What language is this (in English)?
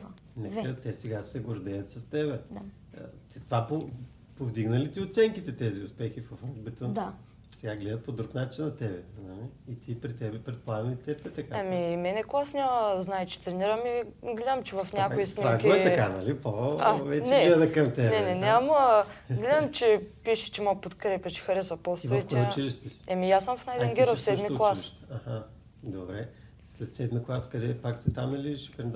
Bulgarian